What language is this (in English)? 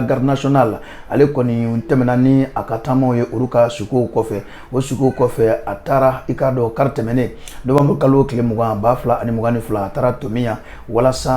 Bambara